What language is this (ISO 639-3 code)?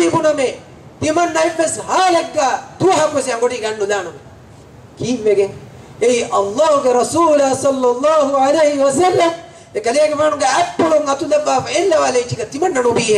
div